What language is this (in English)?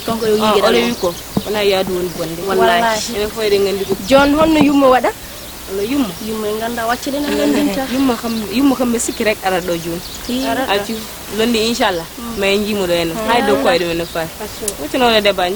Fula